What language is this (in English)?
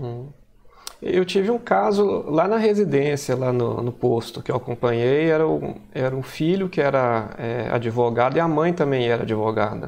Portuguese